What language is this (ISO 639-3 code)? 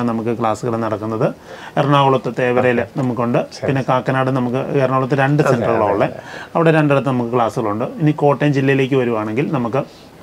mal